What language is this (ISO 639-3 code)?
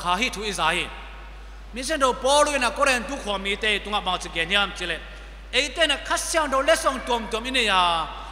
ctd